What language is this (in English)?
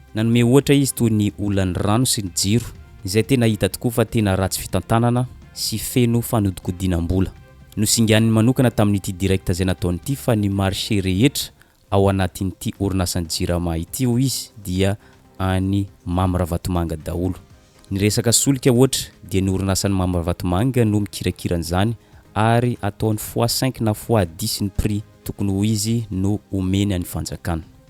Malagasy